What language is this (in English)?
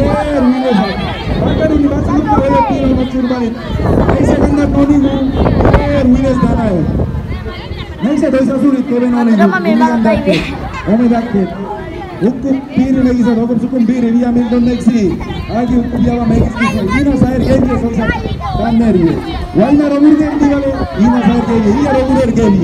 San Blas Kuna